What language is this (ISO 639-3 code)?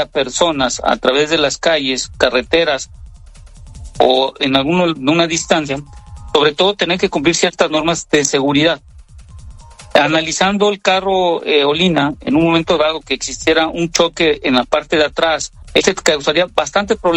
spa